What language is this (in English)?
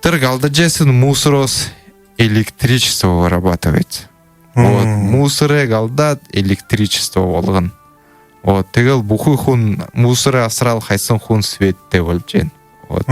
Buriat